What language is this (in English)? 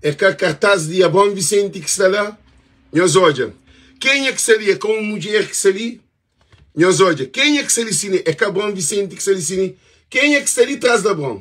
Kabuverdianu